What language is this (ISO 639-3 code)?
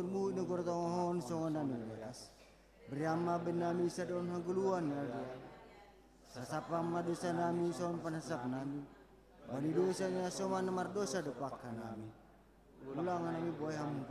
bts